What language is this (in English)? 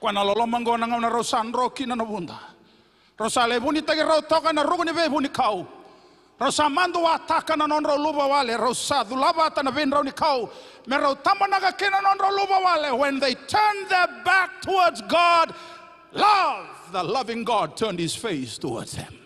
Fijian